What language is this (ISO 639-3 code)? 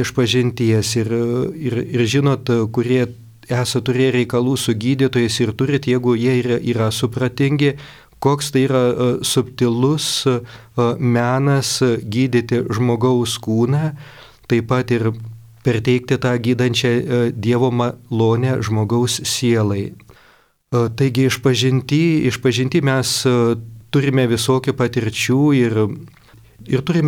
lit